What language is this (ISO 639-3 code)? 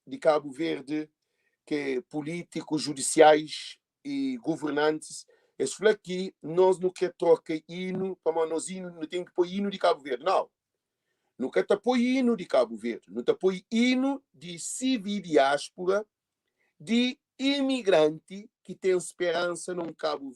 kea